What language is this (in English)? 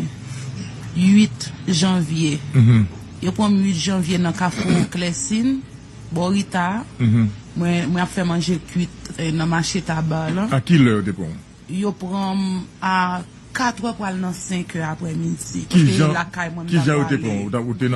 Haitian Creole